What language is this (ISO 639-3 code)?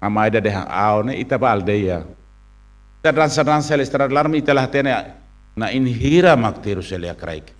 tet